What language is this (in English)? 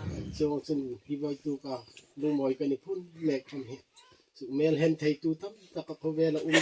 Hmar